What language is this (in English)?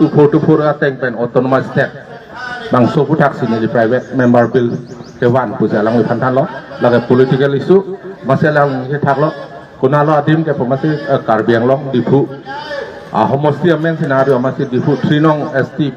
Karbi